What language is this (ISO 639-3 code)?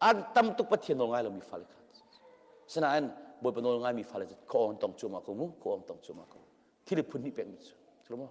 cnh